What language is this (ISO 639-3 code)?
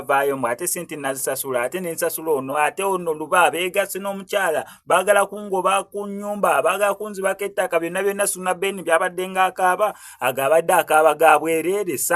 lug